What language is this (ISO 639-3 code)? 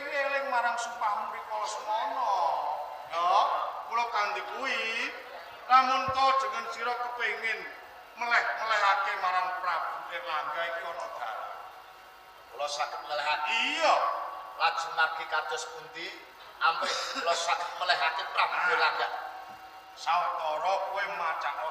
jav